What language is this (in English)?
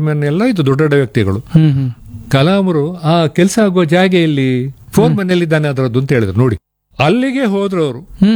Kannada